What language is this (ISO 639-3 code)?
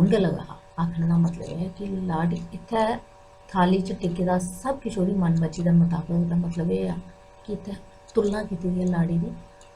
doi